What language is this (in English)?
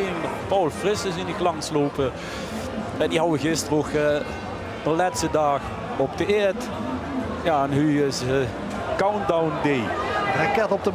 Limburgish